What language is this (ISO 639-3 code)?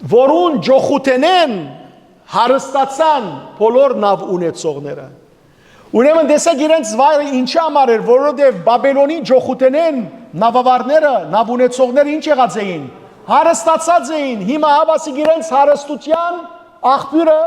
hyw